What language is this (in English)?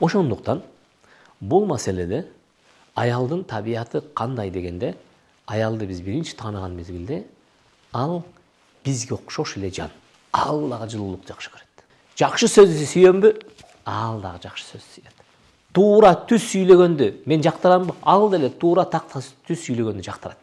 Kyrgyz